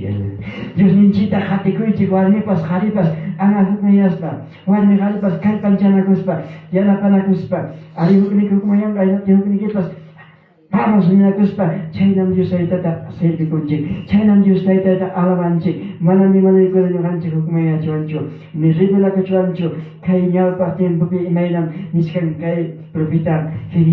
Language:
Ayacucho Quechua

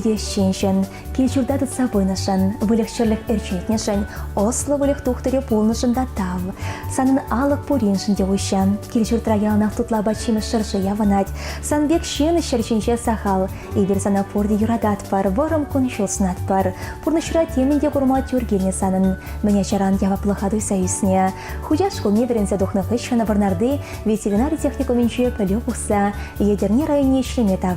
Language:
Chuvash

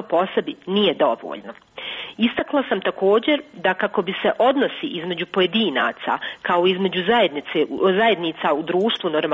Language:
Croatian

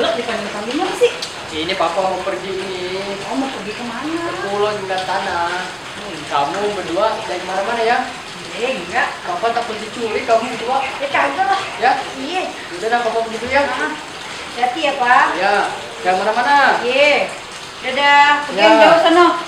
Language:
Betawi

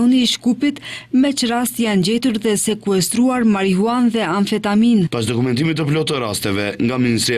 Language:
Albanian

